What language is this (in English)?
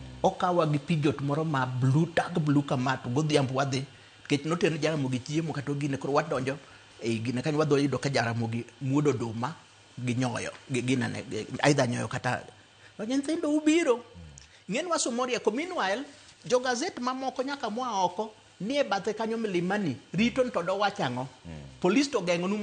Luo (Kenya and Tanzania)